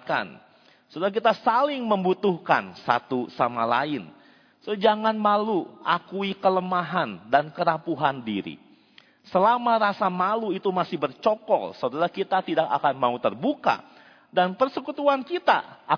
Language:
Indonesian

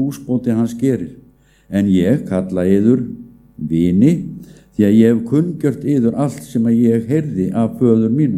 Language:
Icelandic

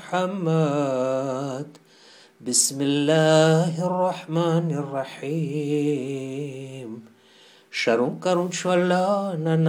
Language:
Gujarati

